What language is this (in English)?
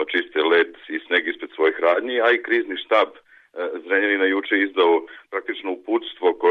Serbian